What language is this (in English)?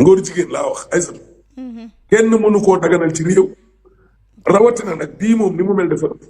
Wolof